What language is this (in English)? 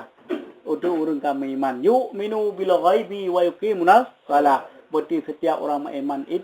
Achinese